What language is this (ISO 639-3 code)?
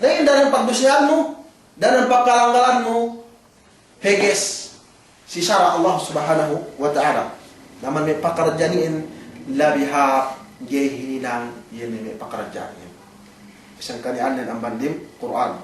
yka